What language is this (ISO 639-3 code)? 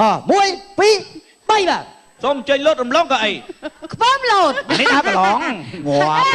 khm